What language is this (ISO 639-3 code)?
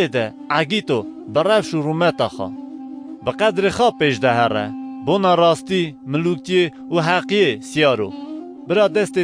kur